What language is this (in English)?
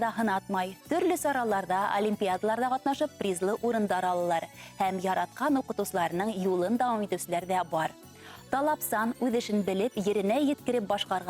Bashkir